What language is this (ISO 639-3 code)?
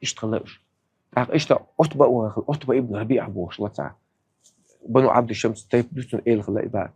che